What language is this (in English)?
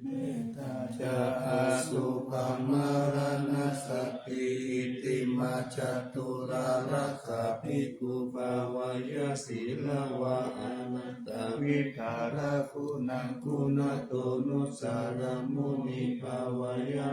Pali